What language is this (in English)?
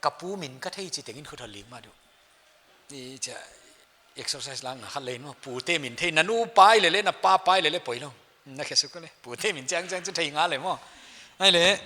Paite Chin